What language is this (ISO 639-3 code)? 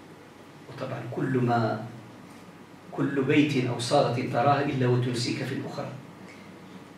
ara